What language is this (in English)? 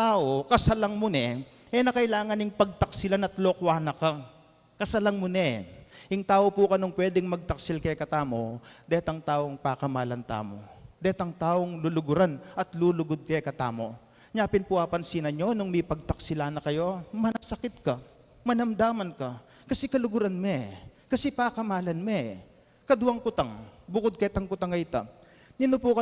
Pampanga